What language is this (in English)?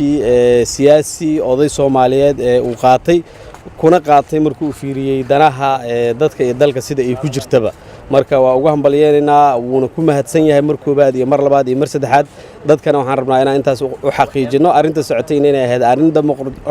Somali